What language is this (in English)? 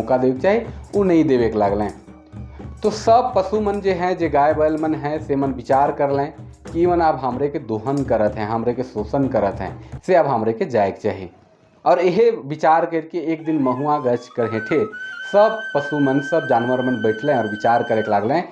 Sadri